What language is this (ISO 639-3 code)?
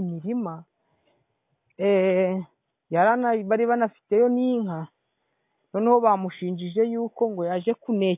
kin